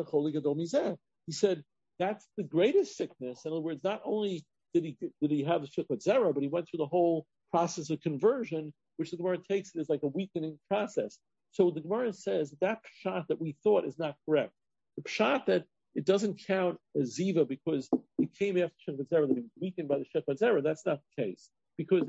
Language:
English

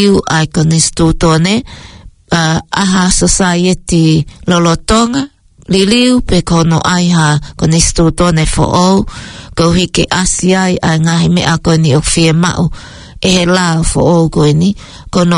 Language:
Tongan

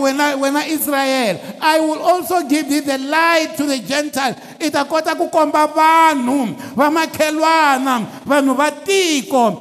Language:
Tsonga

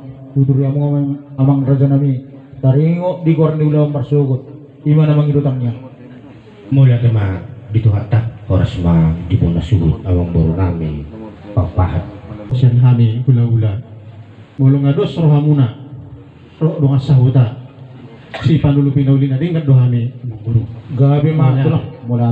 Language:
Batak Toba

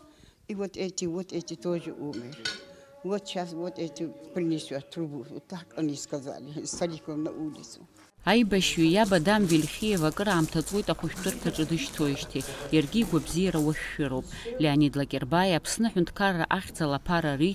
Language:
Abkhazian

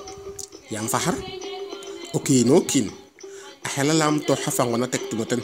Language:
Serer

